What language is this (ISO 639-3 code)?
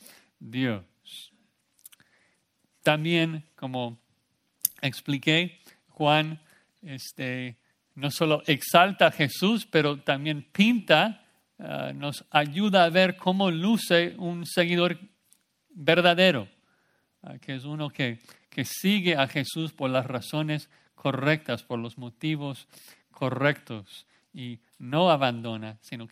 spa